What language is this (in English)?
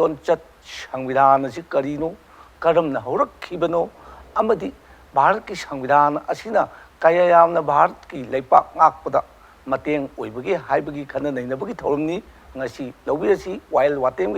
Manipuri